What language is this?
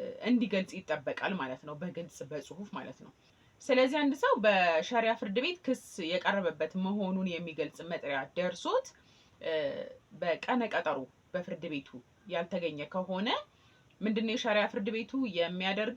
Amharic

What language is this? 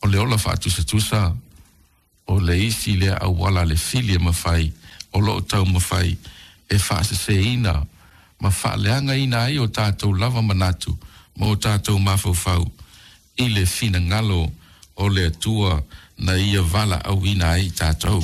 Samoan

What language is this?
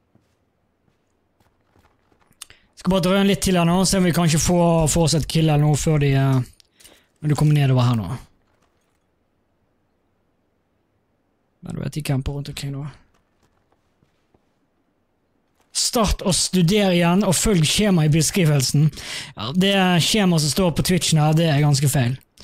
Norwegian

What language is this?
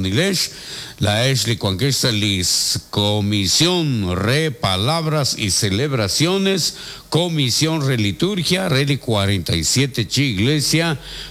Kekchí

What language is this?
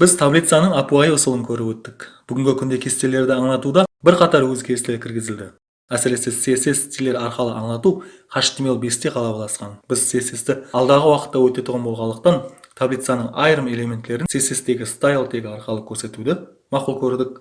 Kara-Kalpak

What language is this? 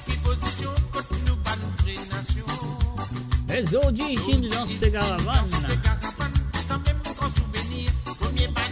Morisyen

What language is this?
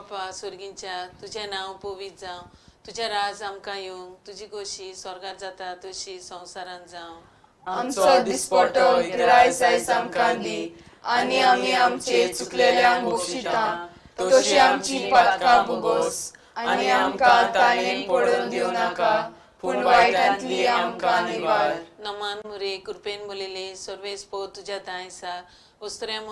Konkani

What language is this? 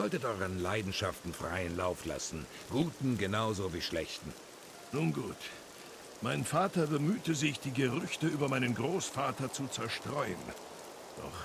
Swiss German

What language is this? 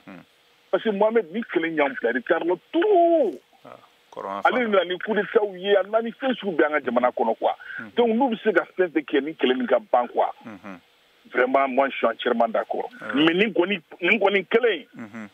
Bambara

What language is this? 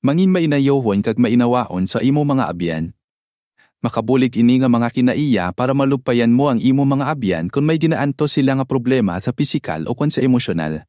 Hiligaynon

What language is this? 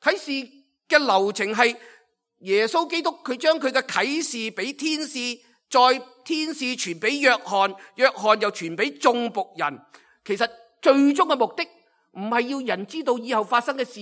Cantonese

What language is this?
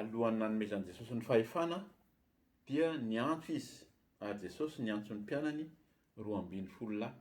Malagasy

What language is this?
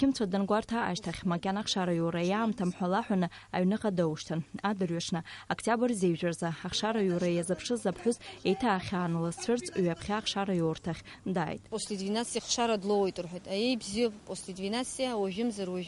Abkhazian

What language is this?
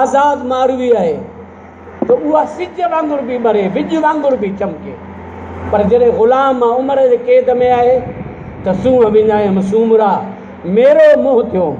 Sindhi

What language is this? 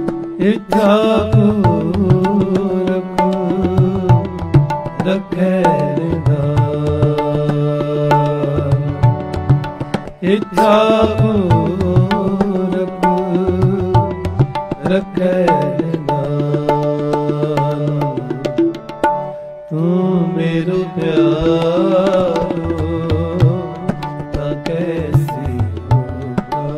Punjabi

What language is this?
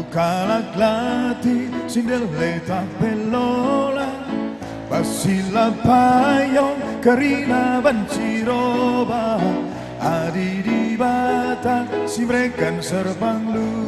Batak Karo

